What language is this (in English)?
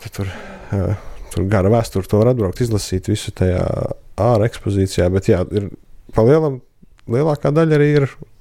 Latvian